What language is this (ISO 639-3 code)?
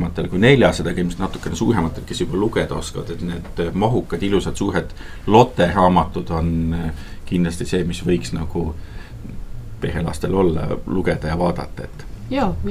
est